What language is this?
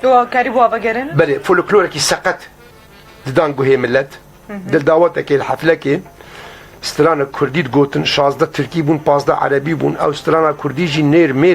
Kurdish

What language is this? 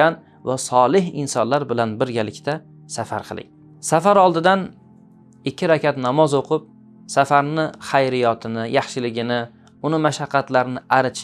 Uzbek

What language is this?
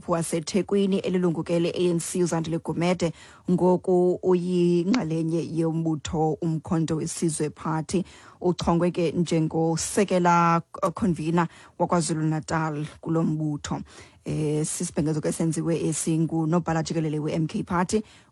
Xhosa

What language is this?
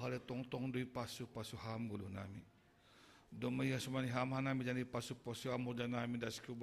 Batak Simalungun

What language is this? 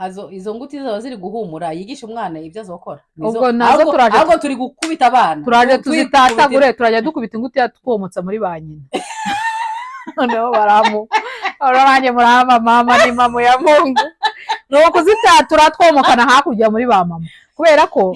Kinyarwanda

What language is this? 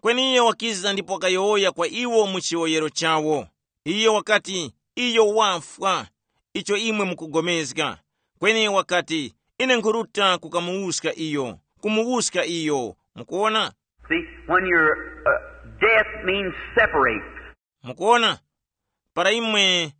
Tumbuka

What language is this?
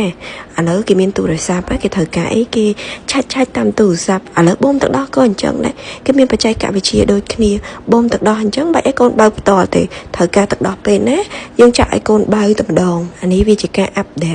Khmer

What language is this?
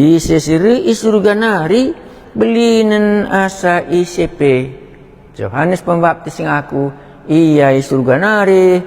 Batak Karo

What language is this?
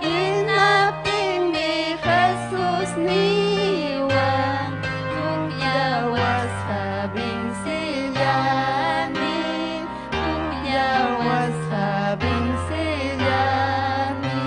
Ayacucho Quechua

